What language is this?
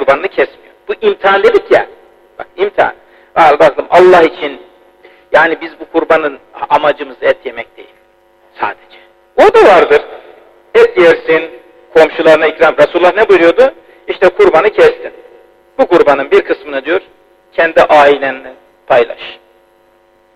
Turkish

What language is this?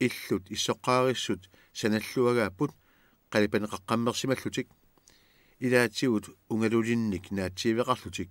Kalaallisut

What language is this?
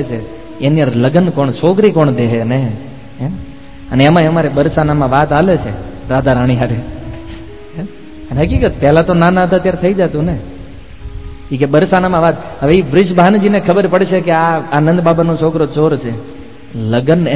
Gujarati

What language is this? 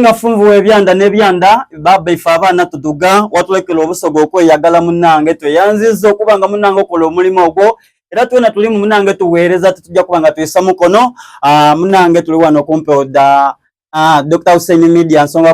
Soga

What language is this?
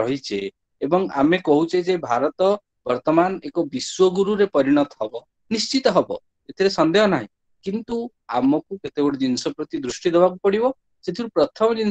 Odia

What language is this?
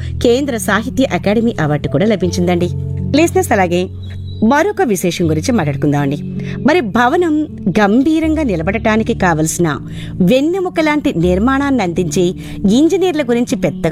Telugu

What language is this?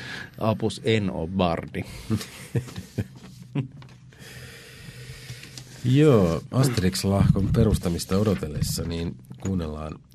Finnish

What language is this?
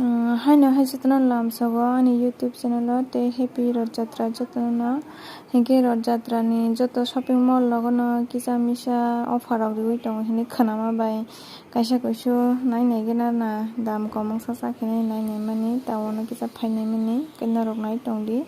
Kok Borok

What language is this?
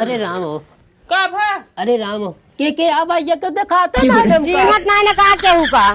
Awadhi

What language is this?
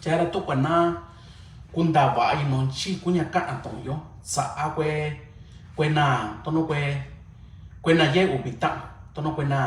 Mixtepec Mixtec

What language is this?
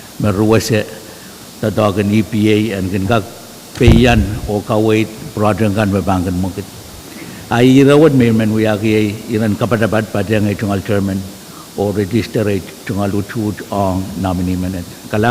Pohnpeian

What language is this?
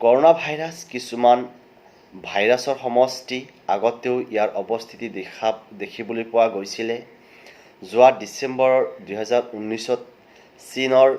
Assamese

